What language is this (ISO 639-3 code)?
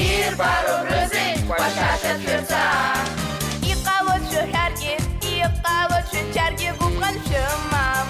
abk